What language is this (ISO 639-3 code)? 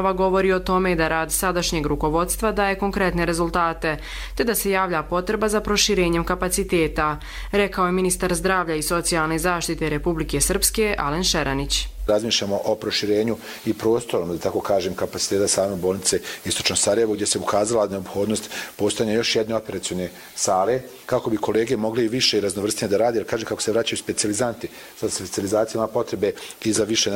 hrv